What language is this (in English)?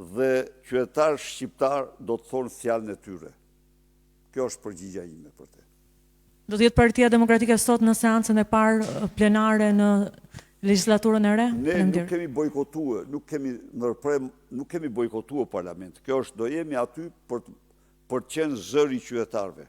Albanian